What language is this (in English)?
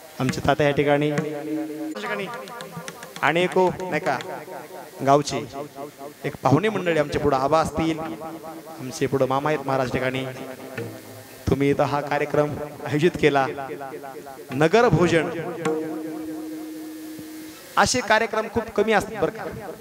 Marathi